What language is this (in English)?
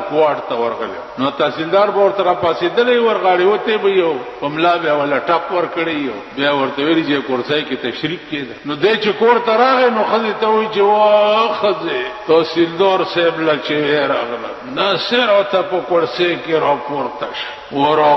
Pashto